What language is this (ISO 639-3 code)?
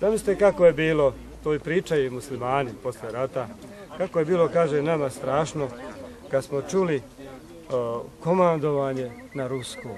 bos